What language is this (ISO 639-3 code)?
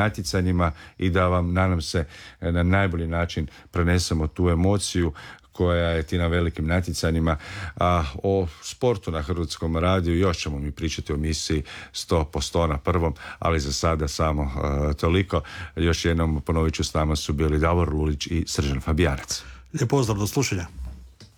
hrv